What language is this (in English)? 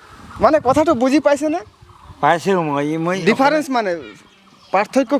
Assamese